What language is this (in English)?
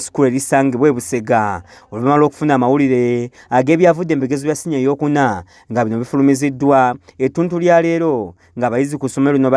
Ganda